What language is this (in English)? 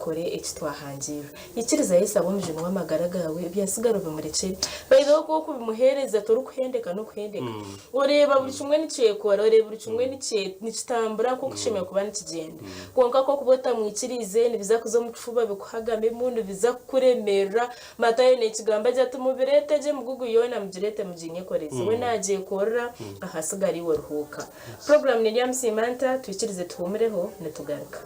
Nyankole